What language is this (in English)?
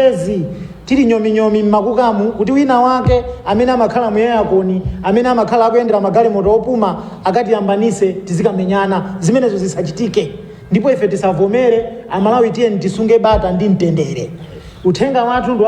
Nyanja